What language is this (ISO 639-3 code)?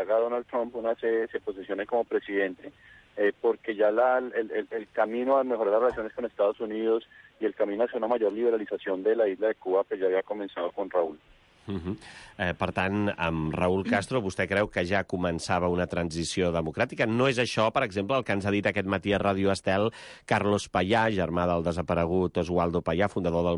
cat